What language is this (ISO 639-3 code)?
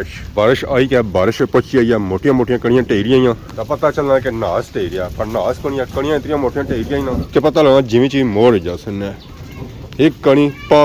phr